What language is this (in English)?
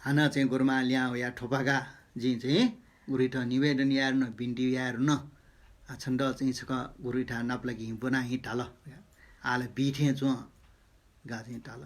Newari